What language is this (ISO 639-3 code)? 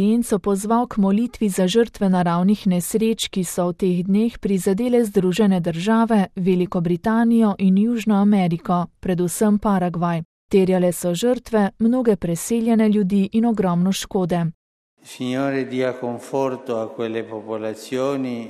slv